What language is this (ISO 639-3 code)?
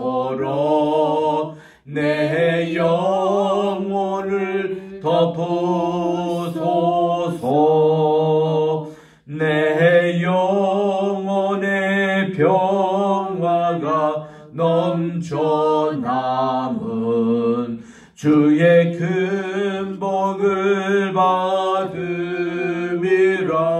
kor